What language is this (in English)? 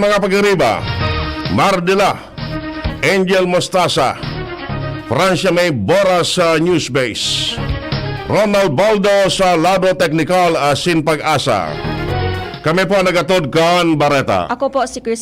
Bikol